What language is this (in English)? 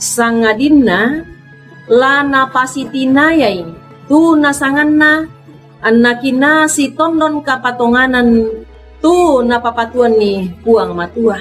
Toraja-Sa'dan